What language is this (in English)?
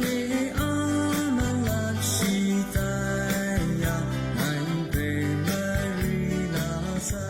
Kachin